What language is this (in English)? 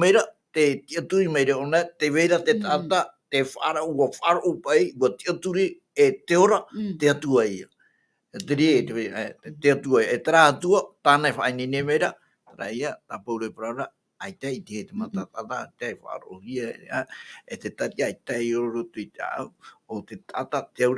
Tahitian